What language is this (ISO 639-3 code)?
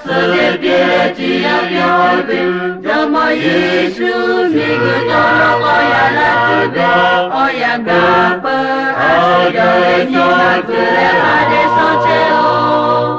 lhu